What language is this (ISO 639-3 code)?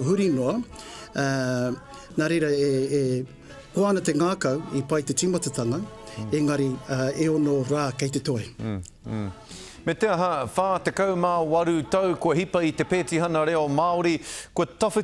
mri